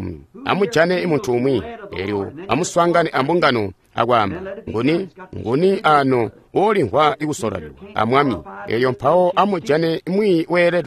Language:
Tonga (Zambia)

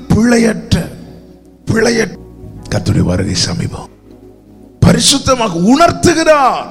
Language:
Tamil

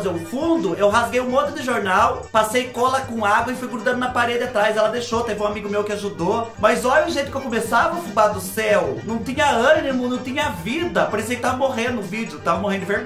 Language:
Portuguese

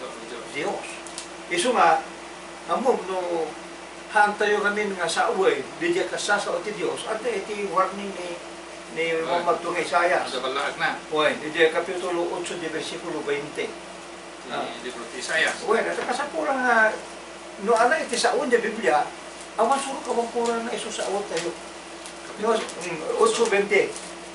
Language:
Iloko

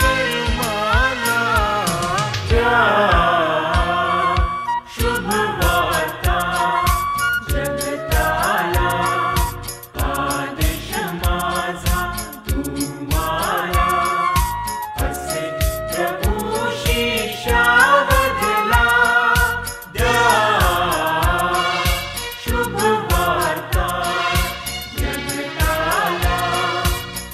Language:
Marathi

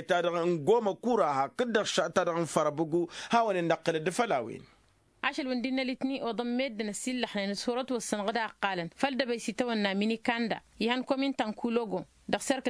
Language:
Tamasheq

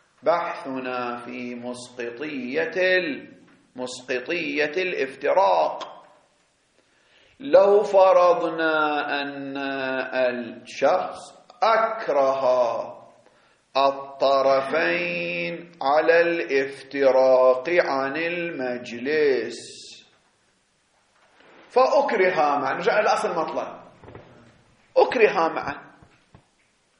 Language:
Arabic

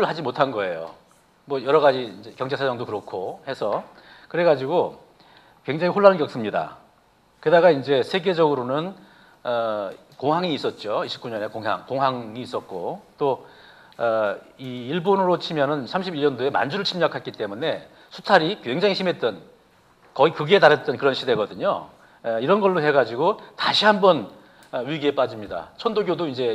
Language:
Korean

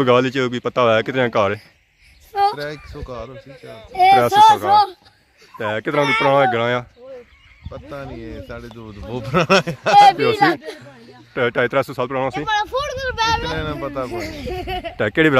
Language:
Pahari-Potwari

